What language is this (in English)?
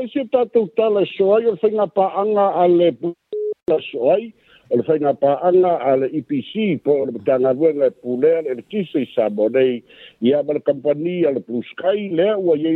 Samoan